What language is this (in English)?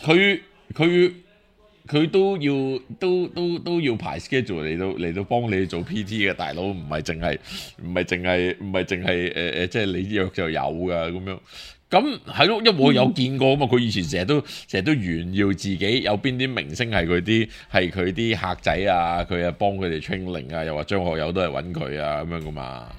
Cantonese